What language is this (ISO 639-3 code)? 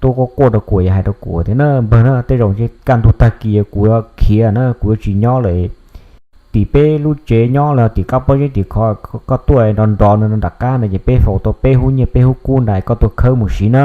hmn